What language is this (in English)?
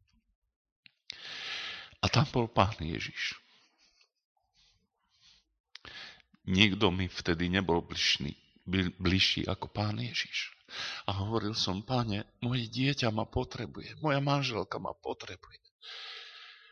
Slovak